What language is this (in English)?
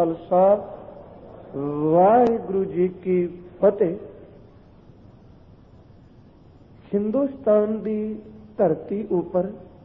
Punjabi